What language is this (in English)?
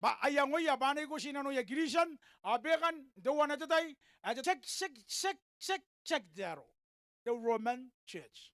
Gilbertese